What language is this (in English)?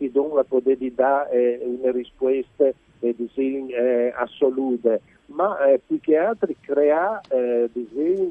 Friulian